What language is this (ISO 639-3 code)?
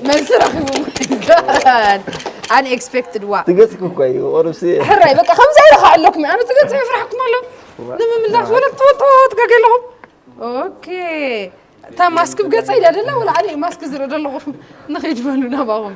tir